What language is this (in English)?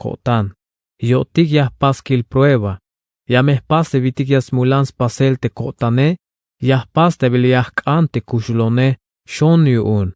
Tzeltal